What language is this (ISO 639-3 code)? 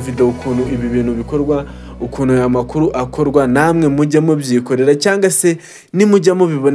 kin